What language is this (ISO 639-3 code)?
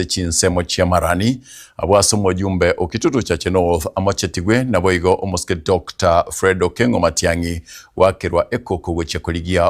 guz